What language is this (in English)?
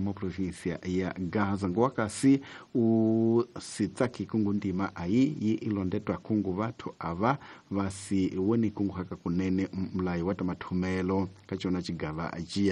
Tsonga